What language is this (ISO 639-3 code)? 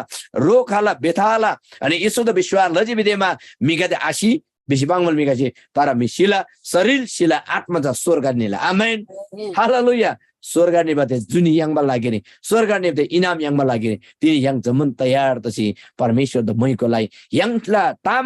taj